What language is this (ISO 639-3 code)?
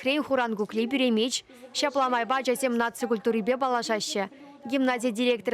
chv